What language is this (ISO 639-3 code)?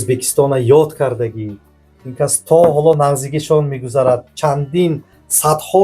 tgk